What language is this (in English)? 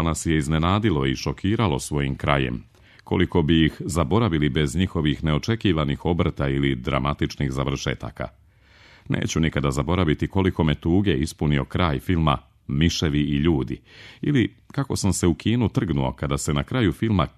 Croatian